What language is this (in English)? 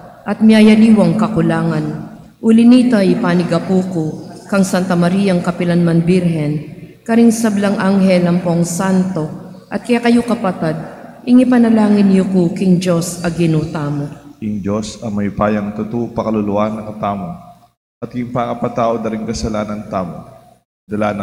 Pampanga